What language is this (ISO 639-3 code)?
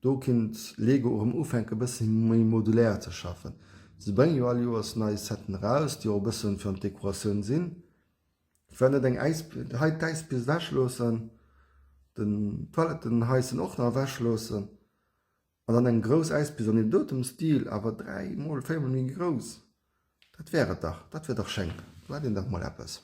ltz